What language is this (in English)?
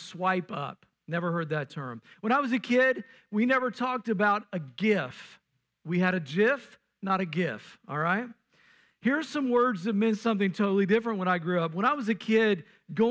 English